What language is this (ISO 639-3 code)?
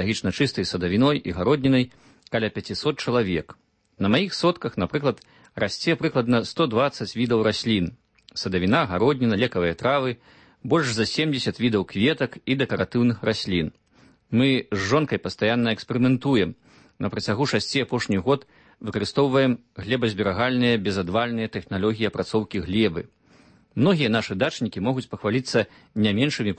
bel